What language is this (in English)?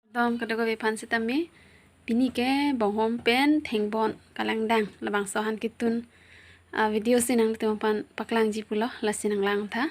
Karbi